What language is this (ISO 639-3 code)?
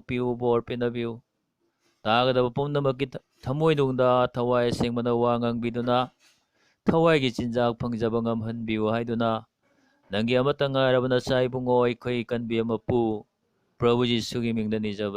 mni